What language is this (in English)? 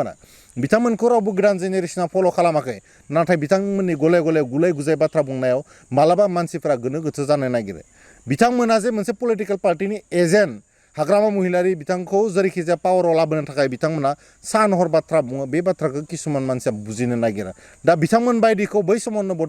Bodo